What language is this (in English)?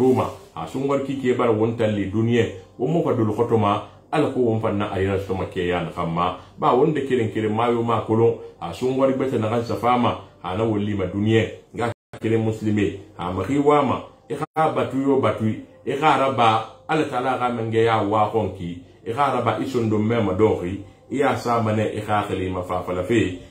Susu